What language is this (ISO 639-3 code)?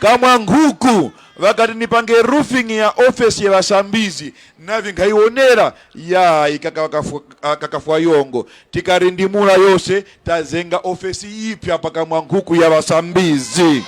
tum